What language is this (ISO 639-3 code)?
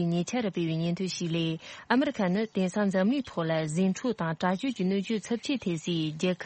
bod